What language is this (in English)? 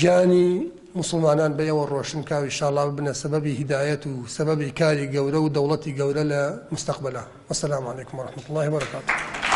Central Kurdish